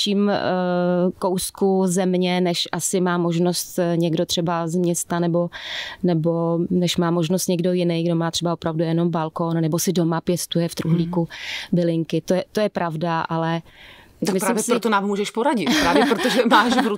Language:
Czech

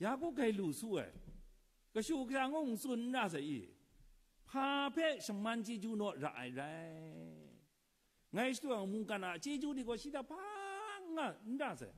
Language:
Kachin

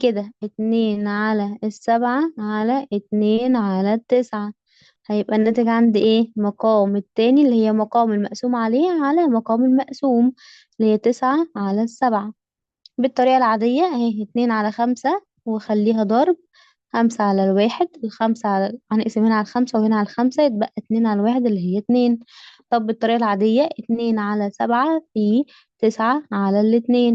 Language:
Egyptian Arabic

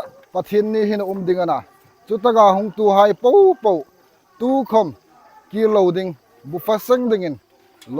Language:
Hmar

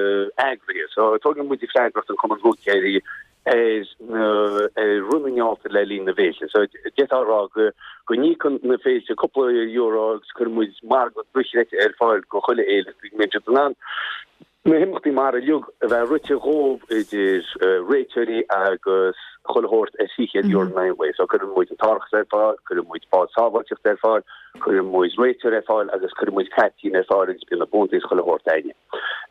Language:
Irish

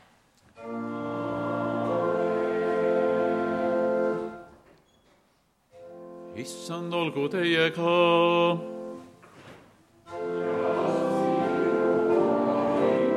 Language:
Estonian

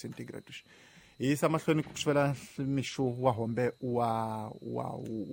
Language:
Tsonga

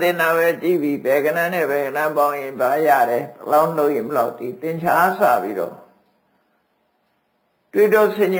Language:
Burmese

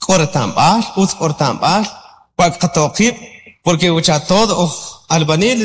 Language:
Kʼicheʼ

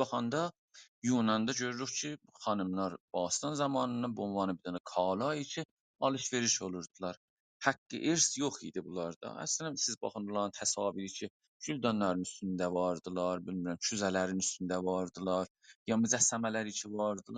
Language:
South Azerbaijani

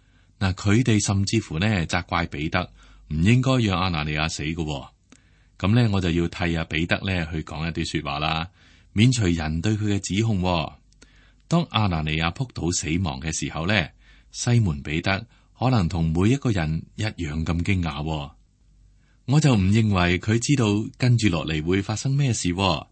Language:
Cantonese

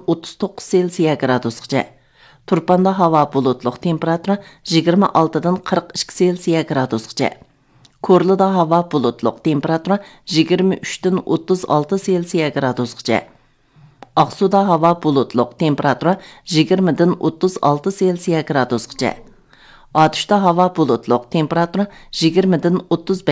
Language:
Uyghur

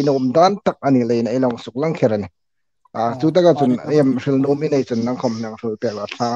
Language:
Hmar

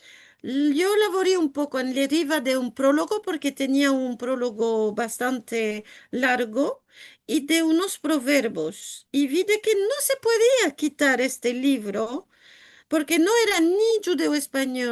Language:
Ladino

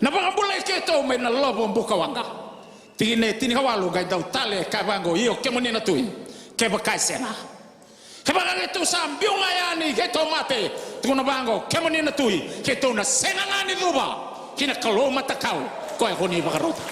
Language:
Fijian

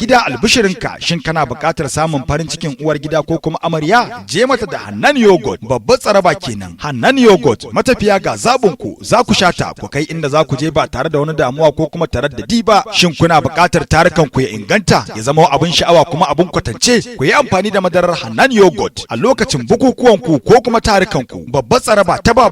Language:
Hausa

